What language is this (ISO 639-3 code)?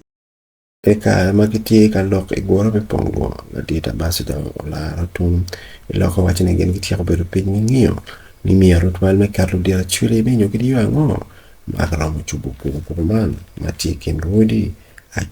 ach